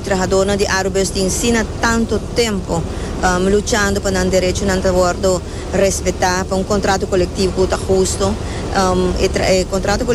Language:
Papiamento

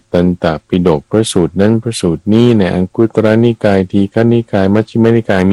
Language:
Thai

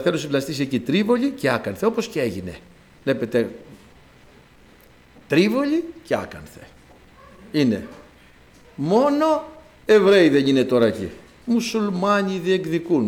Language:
Greek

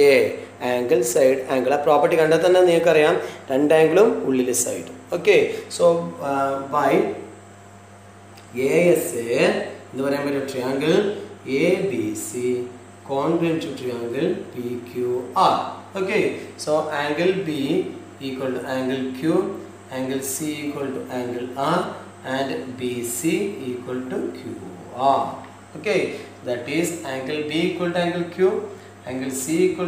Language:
Malayalam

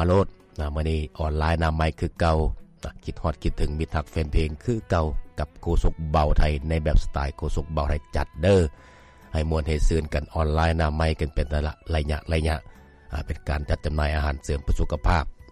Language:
Lao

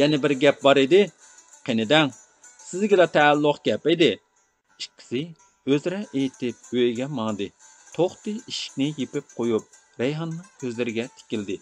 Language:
Uyghur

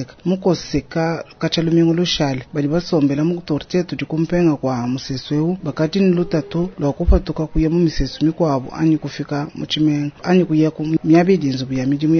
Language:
Luba-Lulua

